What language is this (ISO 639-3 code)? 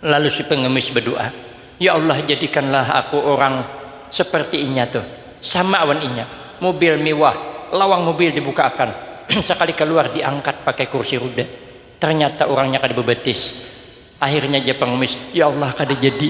bjn